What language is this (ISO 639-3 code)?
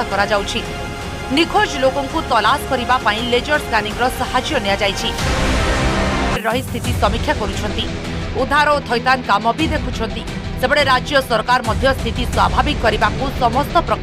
ori